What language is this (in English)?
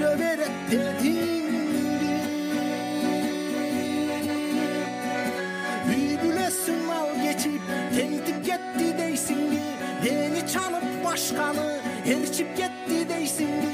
Kyrgyz